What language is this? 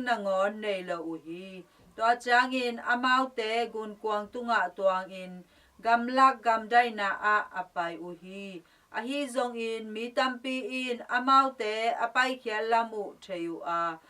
Tedim Chin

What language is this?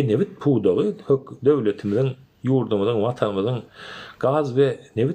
Turkmen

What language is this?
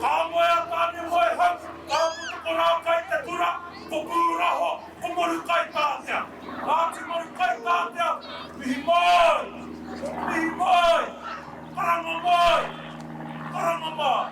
Māori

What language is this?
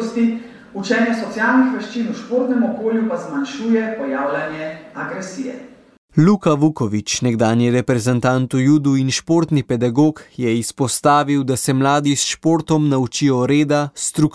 Slovenian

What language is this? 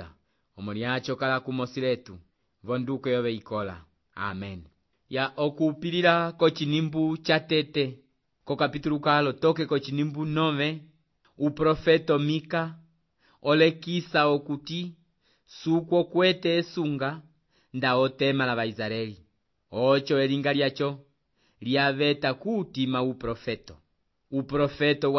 Umbundu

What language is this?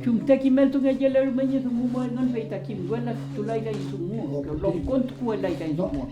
Mapuche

